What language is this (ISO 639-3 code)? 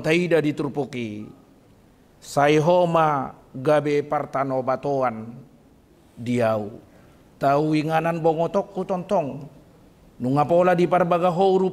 bbc